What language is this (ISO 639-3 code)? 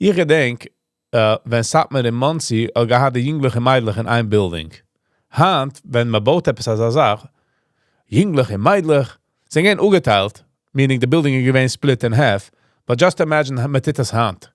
yid